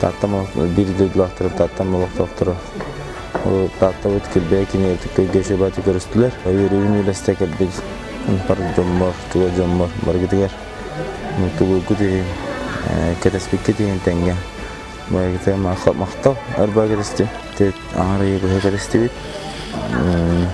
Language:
Yakut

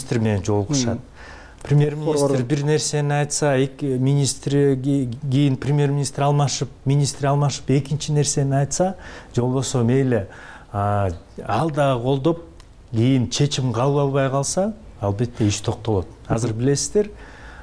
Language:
Kyrgyz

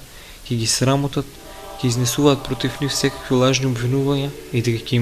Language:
Macedonian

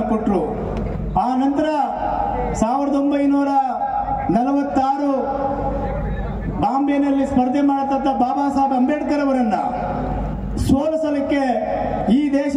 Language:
Kannada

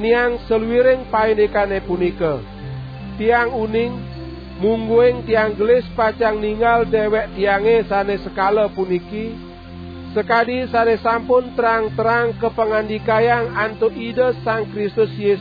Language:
Balinese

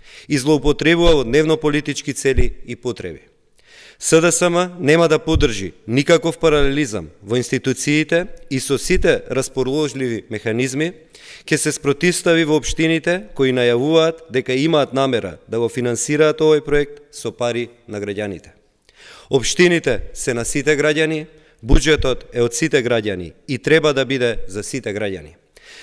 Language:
Macedonian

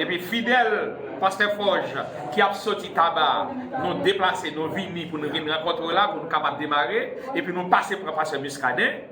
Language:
Haitian Creole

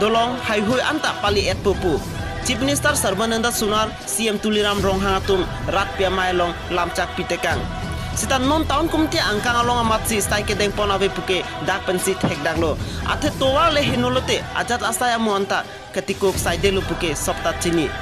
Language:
Karbi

